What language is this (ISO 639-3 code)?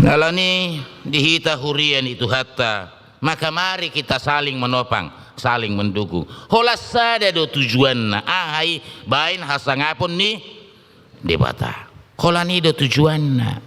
bbc